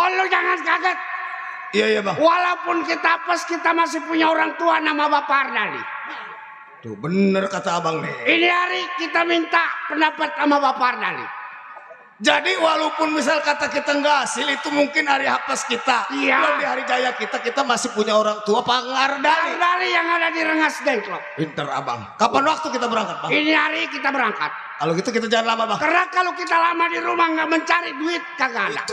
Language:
Betawi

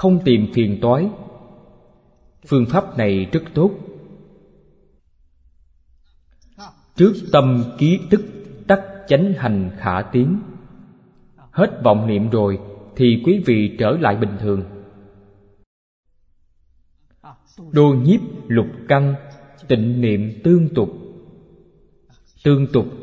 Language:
Vietnamese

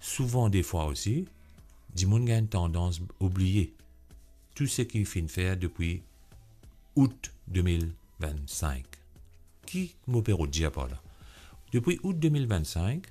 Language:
Morisyen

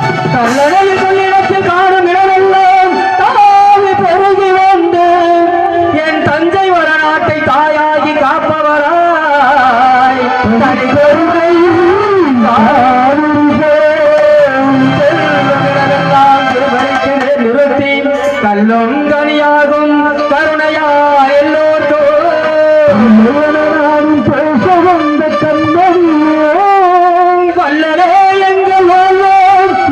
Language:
Tamil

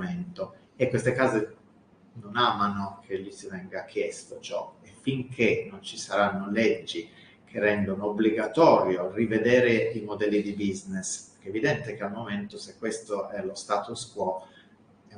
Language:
Italian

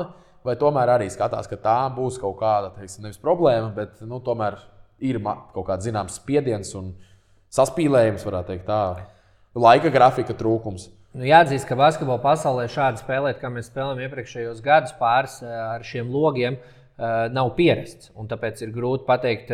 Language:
Latvian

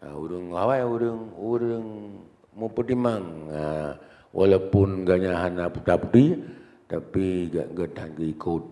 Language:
Achinese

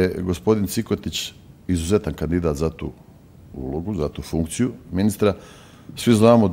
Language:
Bosnian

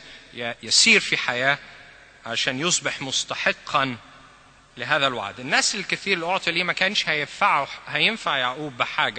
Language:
Egyptian Arabic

